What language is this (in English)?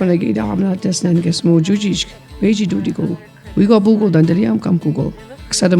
Mi'kmaw